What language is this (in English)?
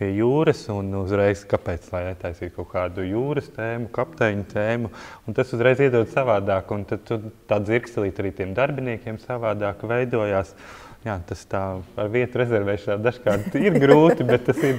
Latvian